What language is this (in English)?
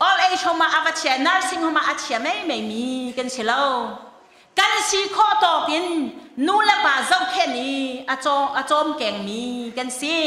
Hakha Chin